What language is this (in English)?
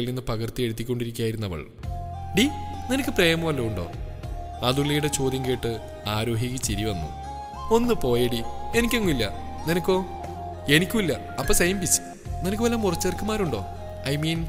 Malayalam